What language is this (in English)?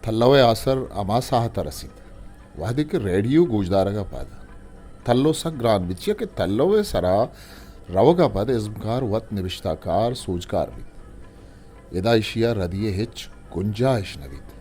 Eastern Balochi